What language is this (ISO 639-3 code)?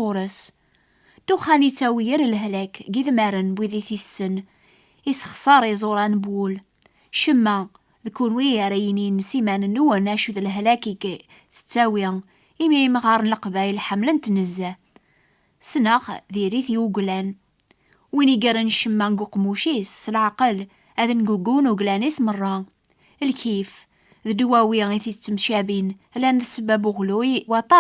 kab